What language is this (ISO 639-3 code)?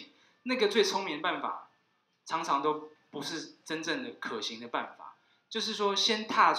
zho